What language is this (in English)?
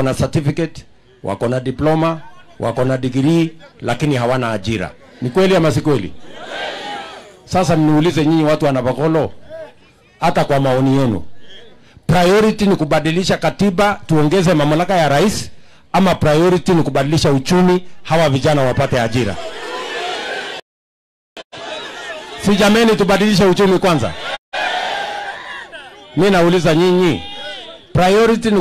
Swahili